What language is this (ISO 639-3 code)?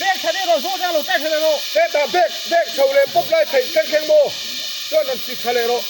lus